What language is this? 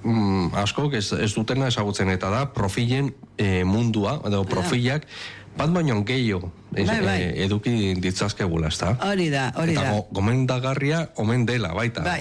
Basque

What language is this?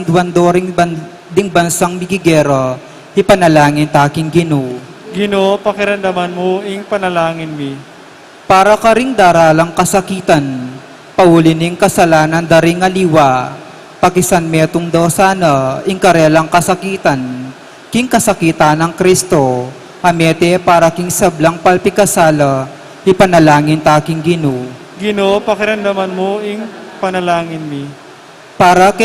Pampanga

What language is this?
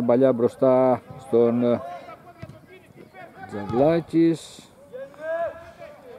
Greek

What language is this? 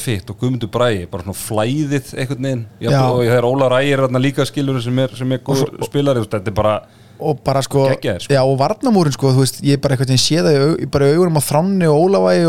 Icelandic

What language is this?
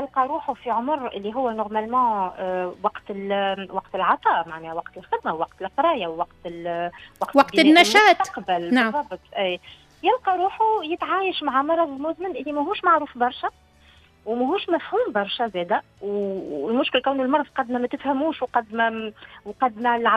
Tunisian Arabic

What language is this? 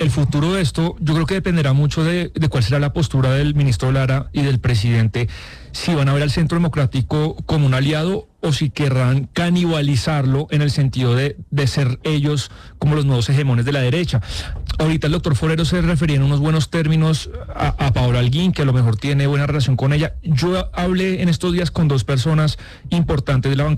Spanish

